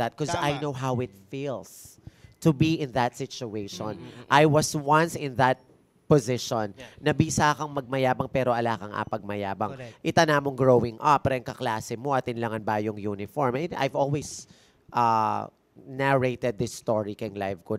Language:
Pampanga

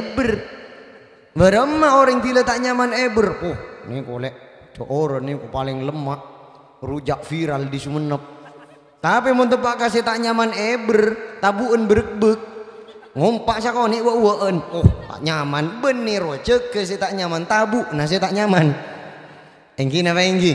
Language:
Madurese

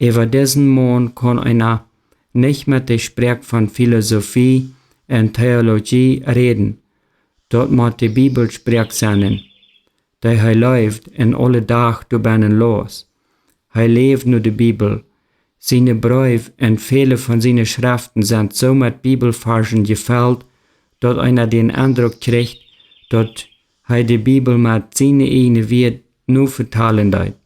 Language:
Plautdietsch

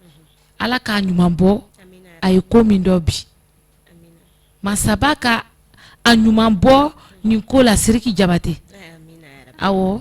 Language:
Bambara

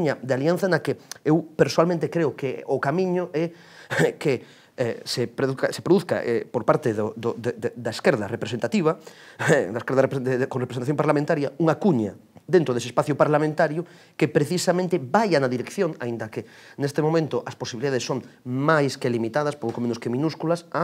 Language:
Galician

